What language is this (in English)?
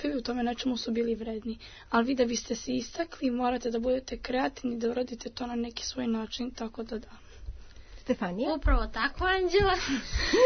Serbian